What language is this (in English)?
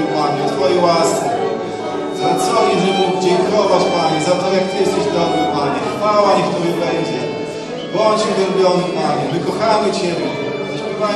Polish